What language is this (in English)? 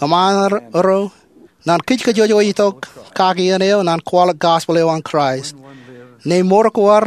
Marshallese